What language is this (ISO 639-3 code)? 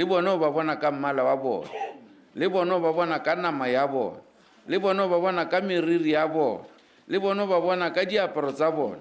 tsn